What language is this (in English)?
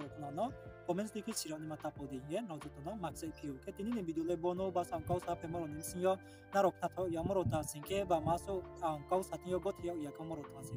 Riang (India)